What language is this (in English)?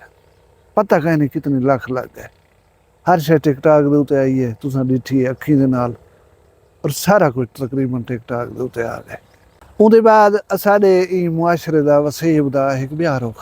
Saraiki